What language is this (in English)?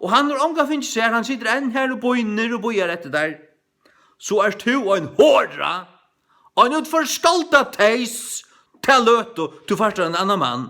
Faroese